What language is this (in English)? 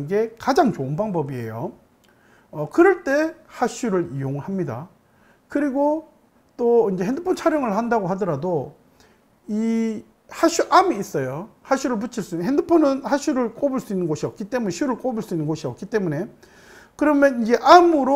Korean